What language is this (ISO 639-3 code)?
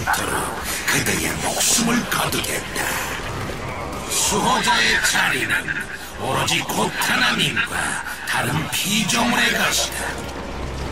kor